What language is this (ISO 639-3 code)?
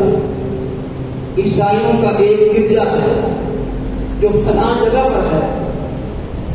urd